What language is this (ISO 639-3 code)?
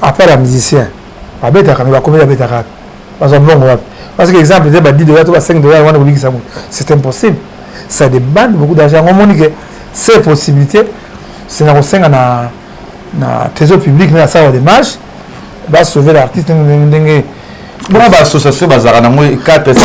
lin